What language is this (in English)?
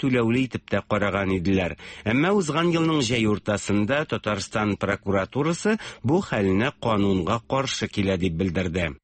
Tatar